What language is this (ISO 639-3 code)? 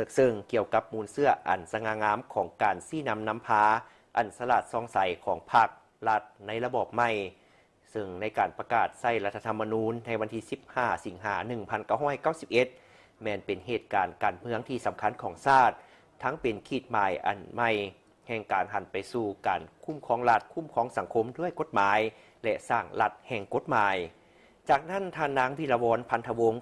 lao